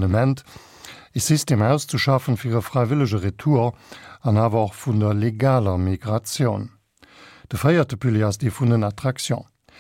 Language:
Luxembourgish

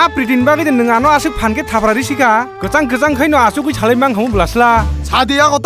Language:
Kok Borok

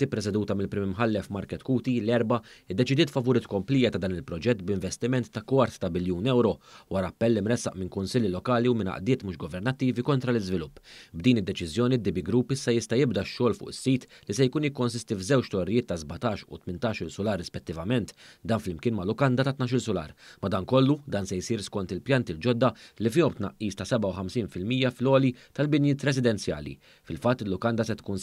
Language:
Maltese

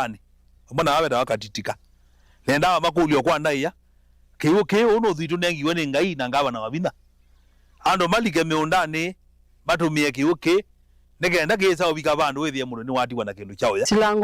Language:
Kamba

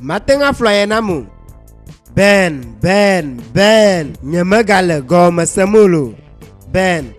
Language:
Ewe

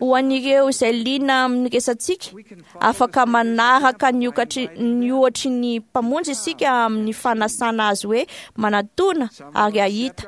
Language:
Malagasy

